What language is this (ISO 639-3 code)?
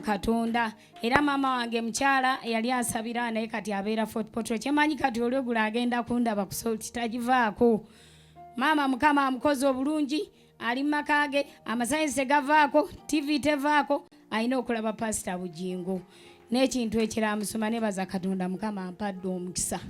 lug